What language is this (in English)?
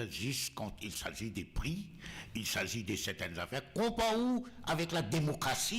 Morisyen